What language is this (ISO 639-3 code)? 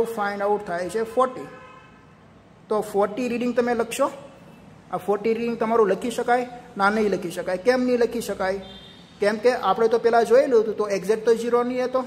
guj